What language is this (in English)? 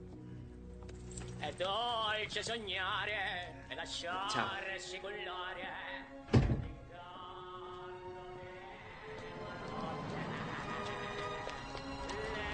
Italian